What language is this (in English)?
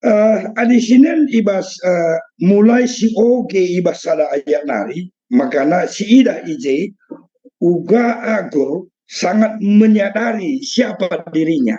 Batak Karo